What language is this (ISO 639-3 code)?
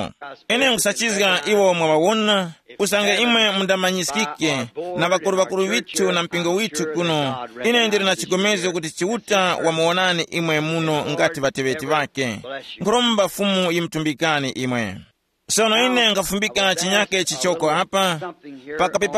tum